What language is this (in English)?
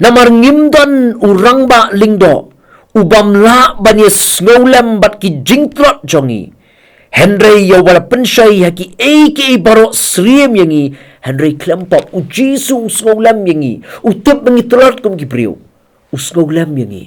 Khasi